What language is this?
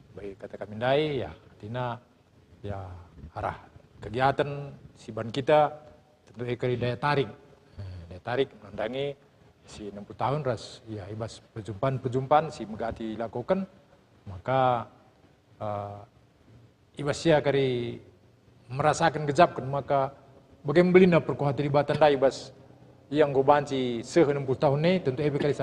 Batak Karo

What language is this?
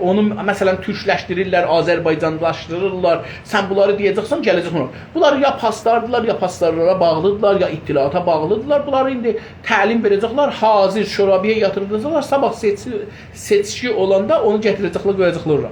South Azerbaijani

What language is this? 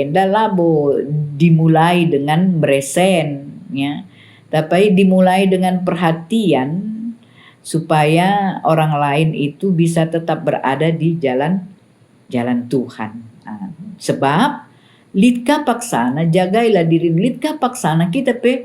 Batak Karo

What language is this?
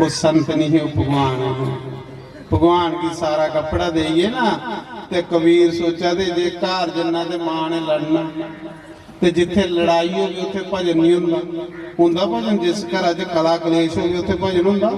Dogri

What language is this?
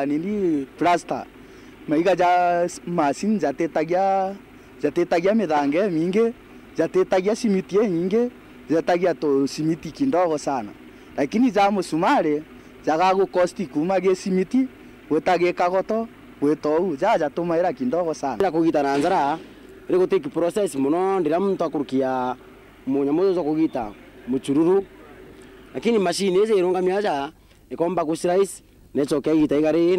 Meru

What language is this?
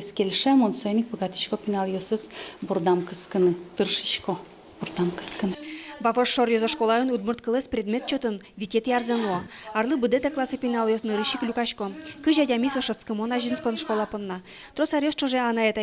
Udmurt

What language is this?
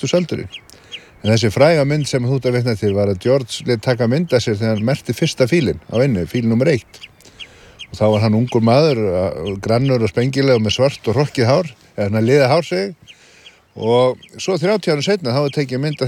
Icelandic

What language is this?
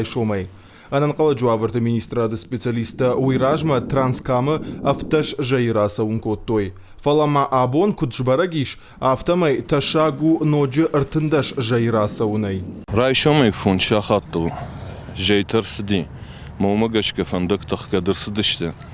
Ossetic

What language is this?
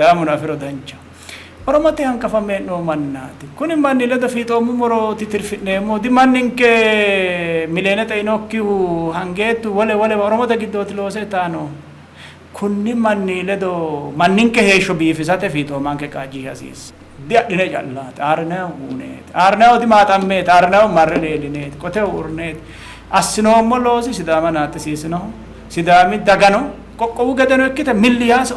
Sidamo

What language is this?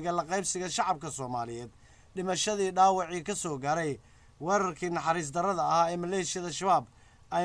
Somali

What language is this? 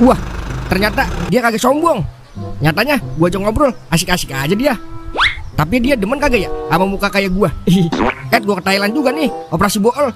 Betawi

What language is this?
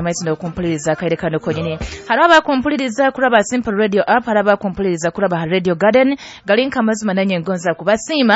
Nyoro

